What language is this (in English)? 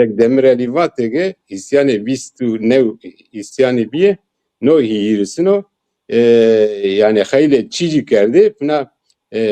Zaza